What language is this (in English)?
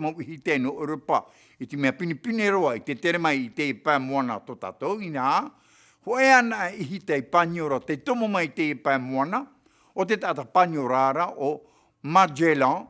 Tahitian